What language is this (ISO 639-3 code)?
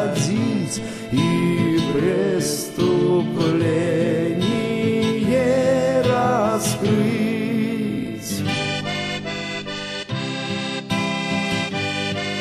rus